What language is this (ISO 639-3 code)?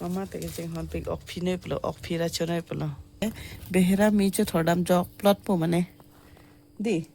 mjw